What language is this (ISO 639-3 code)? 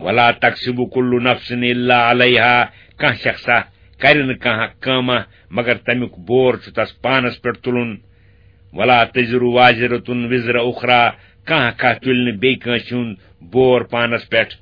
kas